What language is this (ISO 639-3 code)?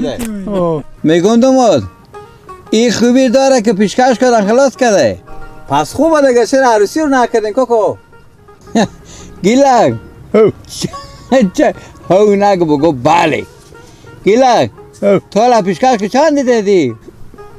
fas